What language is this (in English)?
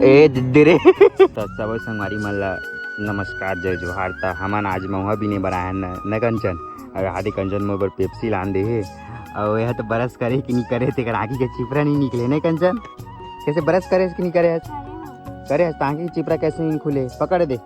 Chhattisgarhi